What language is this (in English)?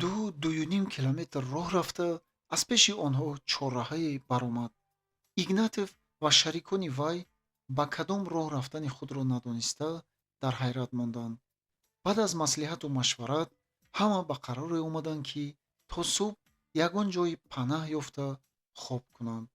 Tajik